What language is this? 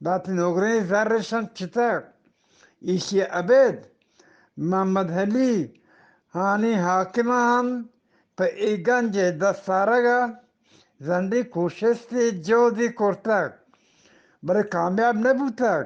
Eastern Balochi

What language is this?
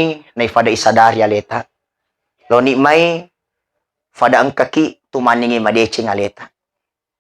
Buginese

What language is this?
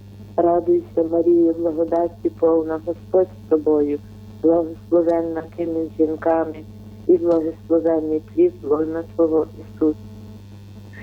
Ukrainian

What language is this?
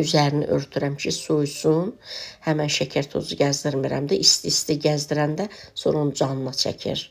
Azerbaijani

